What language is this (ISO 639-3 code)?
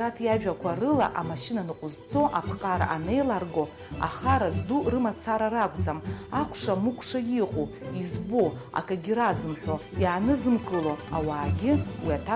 abk